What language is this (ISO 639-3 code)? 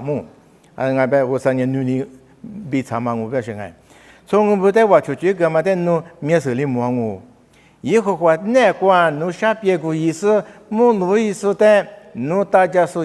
lis